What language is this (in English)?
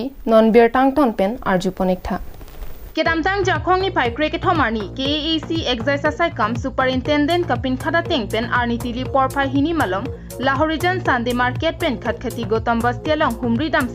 Karbi